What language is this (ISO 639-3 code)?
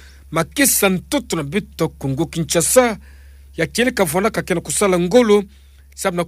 ktu